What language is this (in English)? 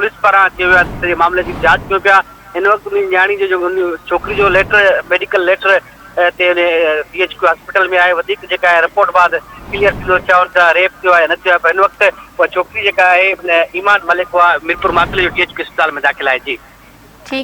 Sindhi